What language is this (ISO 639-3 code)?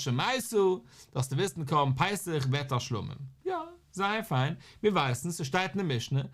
yid